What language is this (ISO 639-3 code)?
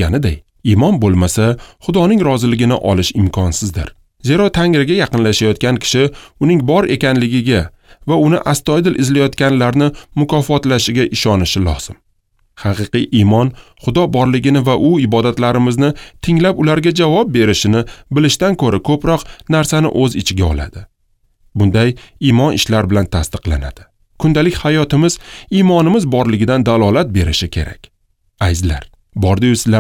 uzb